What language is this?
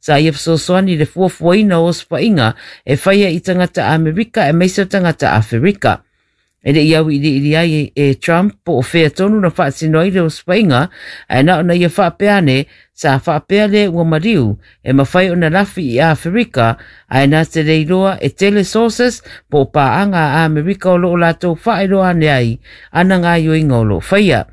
Samoan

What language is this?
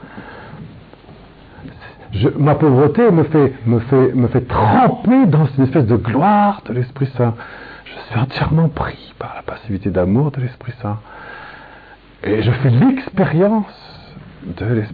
French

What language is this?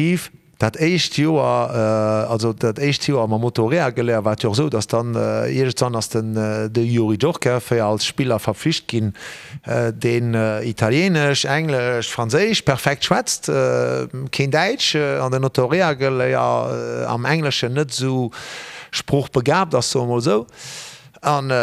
Luxembourgish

